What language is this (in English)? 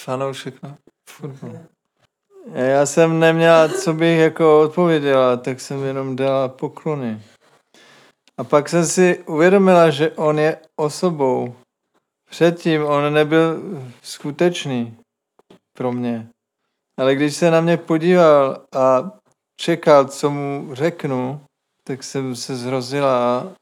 Czech